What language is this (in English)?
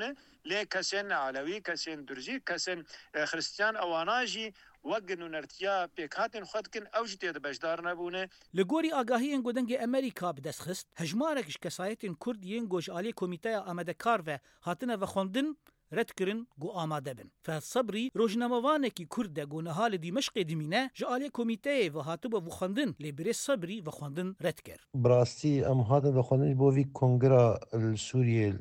Kurdish